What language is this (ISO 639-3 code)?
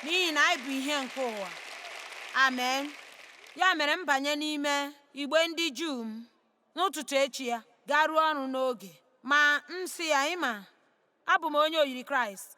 ibo